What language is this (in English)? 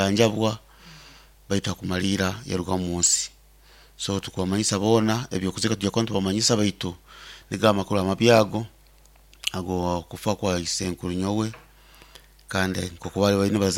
Nyoro